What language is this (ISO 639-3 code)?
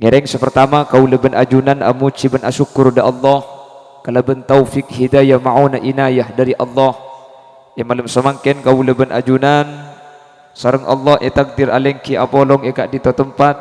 mad